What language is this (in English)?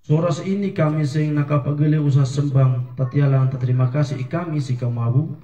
Sangir